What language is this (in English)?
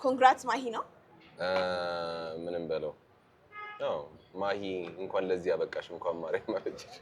Amharic